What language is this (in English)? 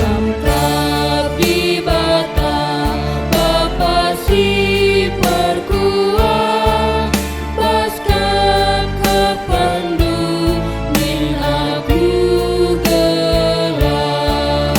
Batak Karo